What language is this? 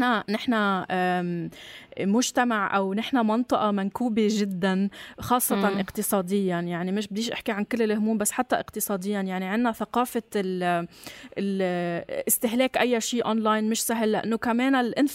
North Levantine Arabic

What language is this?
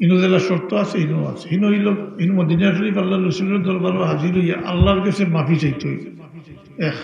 Sylheti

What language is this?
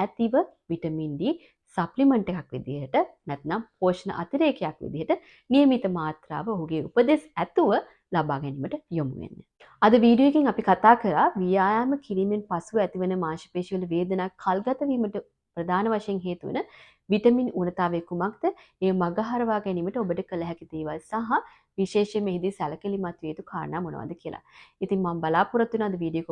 Sinhala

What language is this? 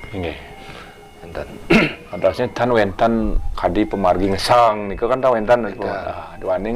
Balinese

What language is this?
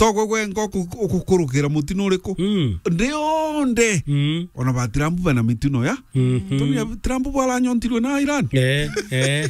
Meru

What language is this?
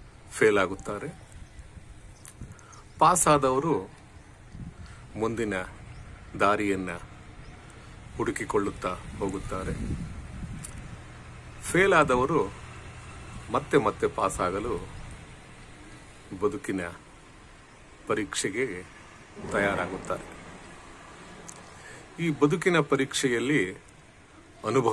Kannada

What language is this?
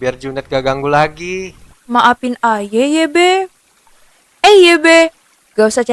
Betawi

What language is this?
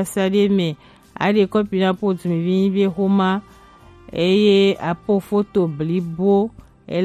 Gen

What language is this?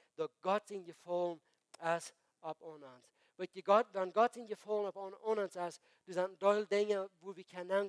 Plautdietsch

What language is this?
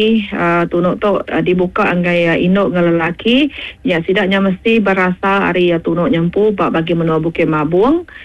Iban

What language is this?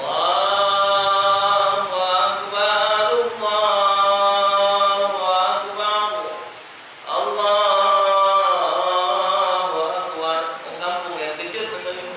Musi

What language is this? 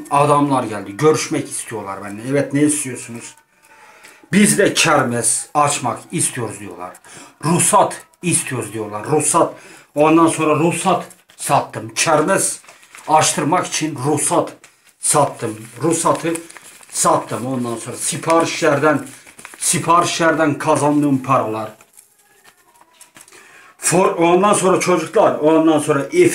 Turkish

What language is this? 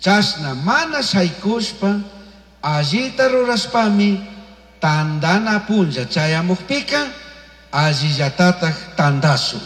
Chimborazo Highland Quichua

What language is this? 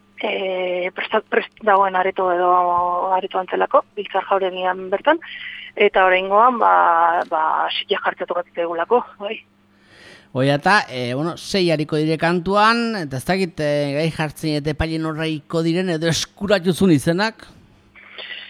Basque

